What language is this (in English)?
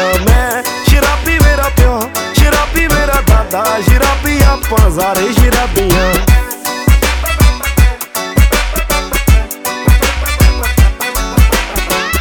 Punjabi